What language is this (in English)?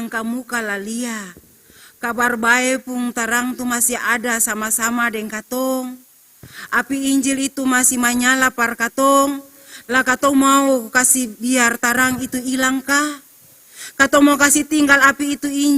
Ambonese Malay